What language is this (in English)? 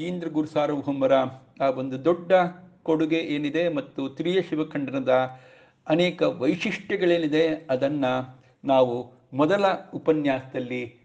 Kannada